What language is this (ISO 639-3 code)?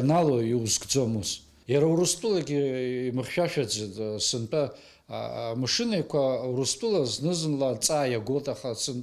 abk